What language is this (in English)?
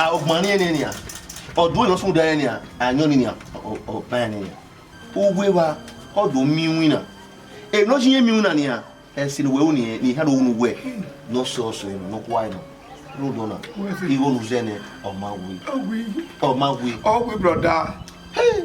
Bini